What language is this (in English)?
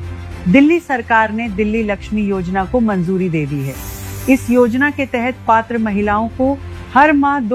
Hindi